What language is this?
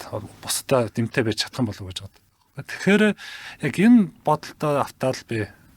Mongolian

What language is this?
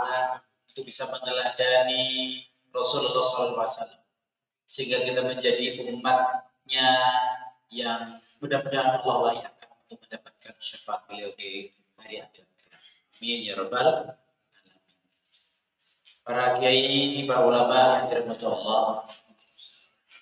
Indonesian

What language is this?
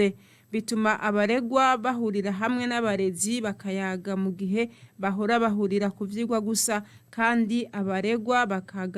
Rundi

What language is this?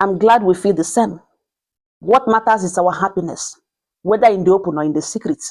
Igbo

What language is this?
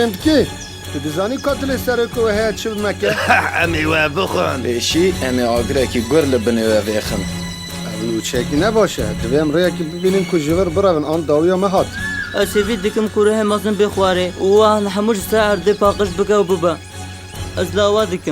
Kurdish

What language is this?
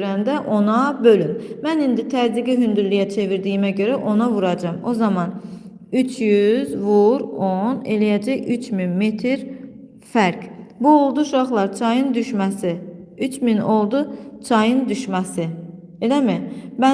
Azerbaijani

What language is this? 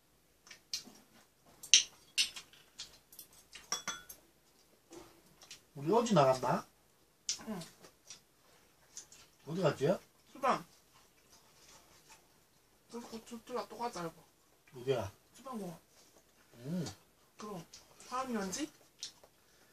Korean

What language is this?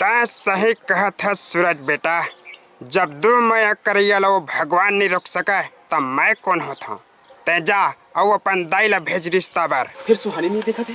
Chhattisgarhi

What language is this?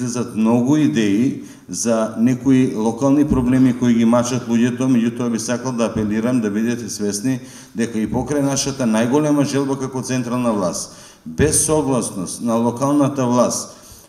Macedonian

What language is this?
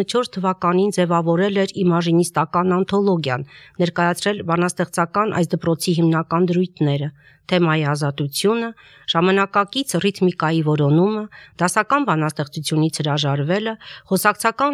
Armenian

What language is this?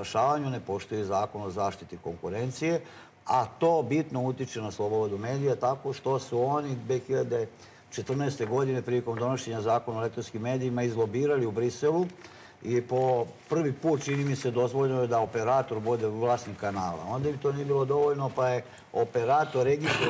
Serbian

